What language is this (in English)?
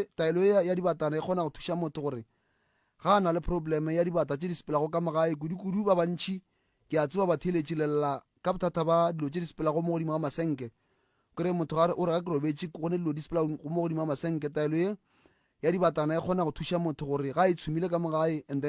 Northern Sotho